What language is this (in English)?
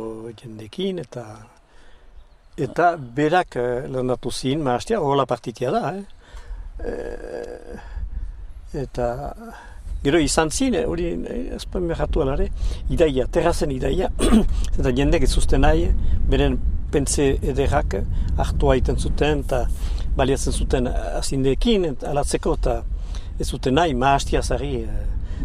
Basque